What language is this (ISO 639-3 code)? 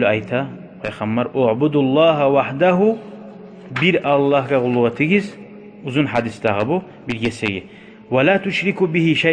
kum